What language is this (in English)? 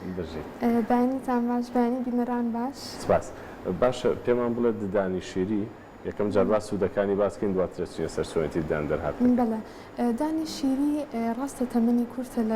Central Kurdish